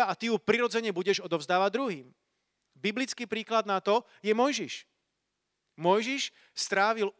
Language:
Slovak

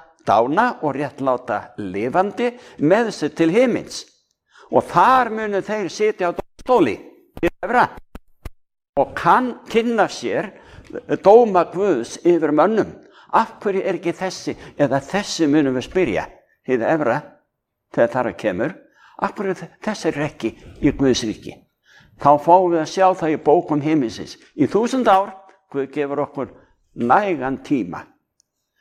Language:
Icelandic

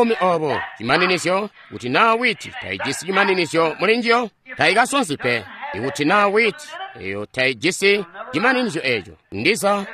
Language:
Tonga (Zambia)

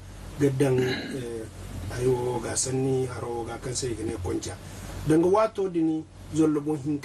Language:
Zarma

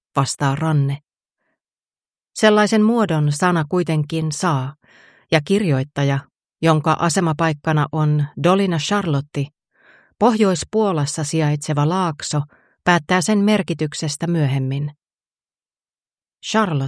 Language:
Finnish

